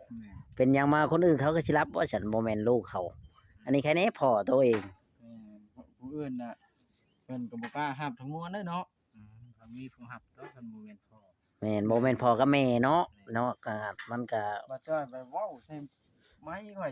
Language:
Northeastern Thai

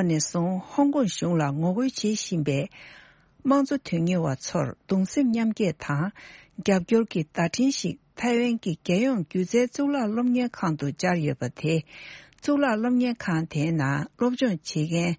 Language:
Tibetan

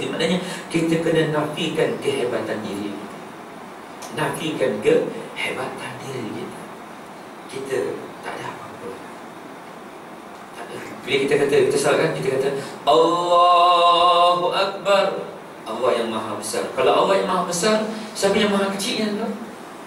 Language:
Malay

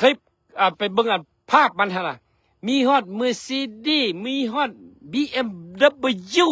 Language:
Lao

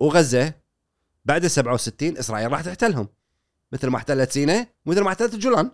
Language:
Gulf Arabic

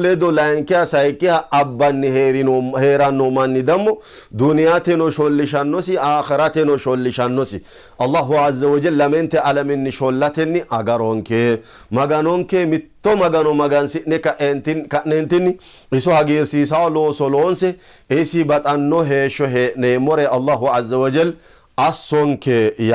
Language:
Sidamo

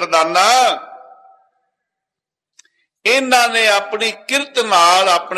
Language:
Punjabi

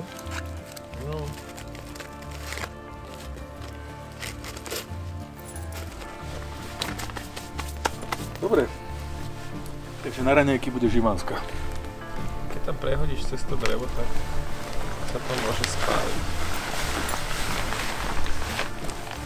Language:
Slovak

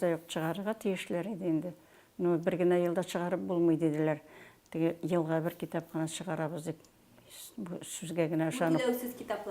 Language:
Tatar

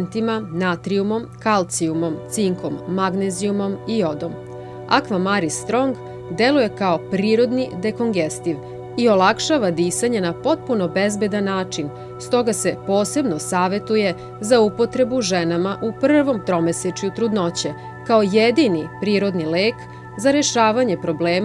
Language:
Serbian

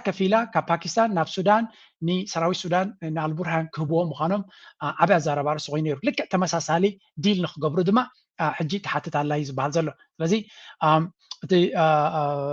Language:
Tigrinya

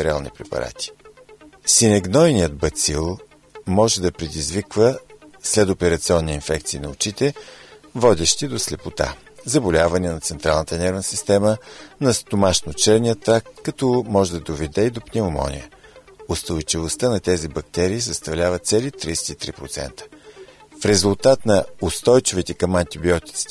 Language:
Bulgarian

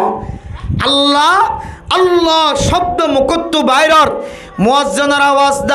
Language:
Rohingya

